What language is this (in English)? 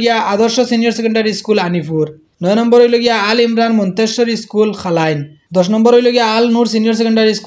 Sylheti